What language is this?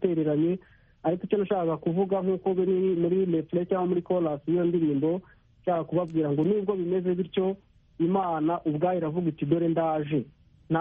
Kinyarwanda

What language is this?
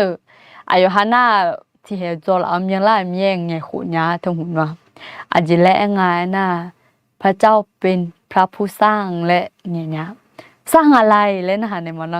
Akha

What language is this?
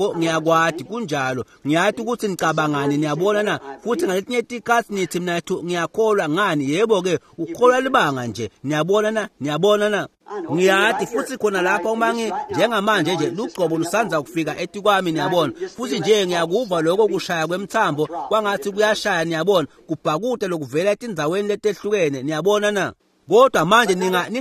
Swati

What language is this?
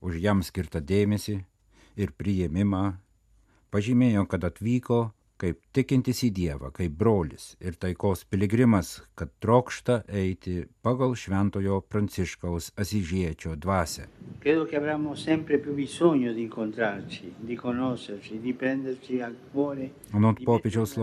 Lithuanian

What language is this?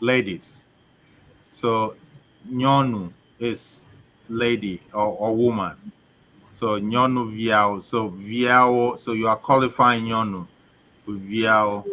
Ewe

